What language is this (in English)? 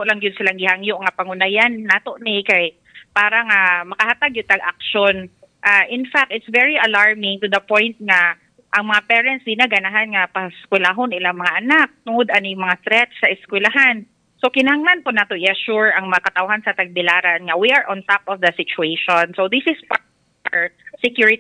Cebuano